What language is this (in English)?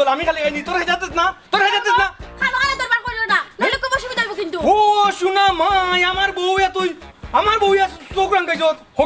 Sylheti